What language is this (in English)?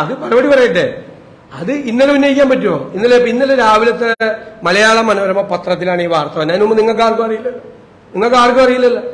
Malayalam